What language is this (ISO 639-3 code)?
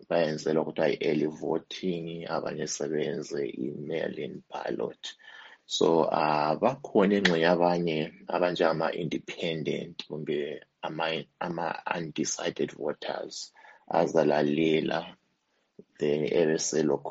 nde